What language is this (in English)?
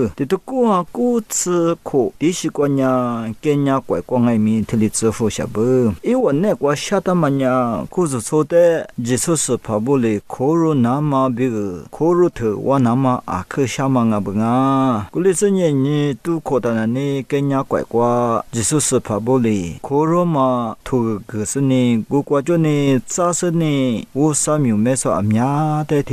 Lisu